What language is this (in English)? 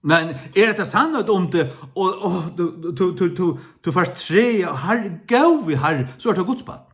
Faroese